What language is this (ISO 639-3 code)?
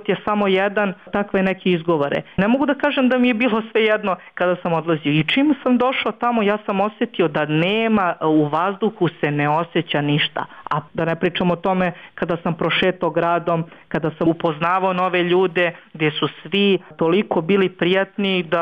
bos